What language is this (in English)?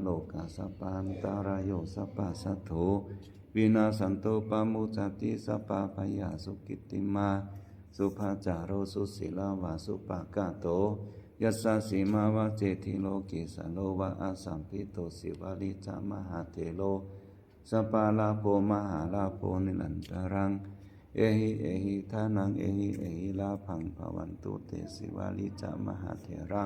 Pali